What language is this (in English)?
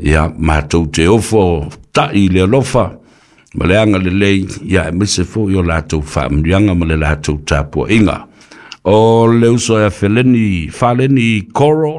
Samoan